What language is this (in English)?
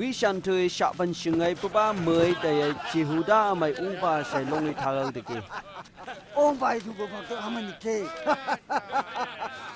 Phom Naga